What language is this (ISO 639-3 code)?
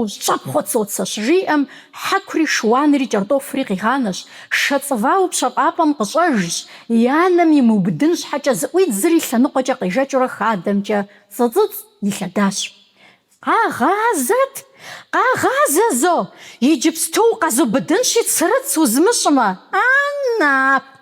kbd